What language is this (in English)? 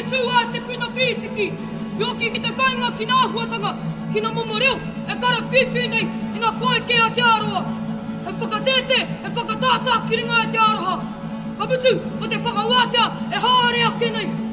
Māori